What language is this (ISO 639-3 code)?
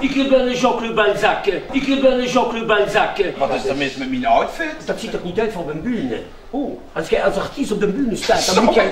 lim